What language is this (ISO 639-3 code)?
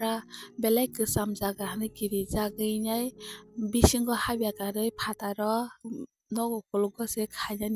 trp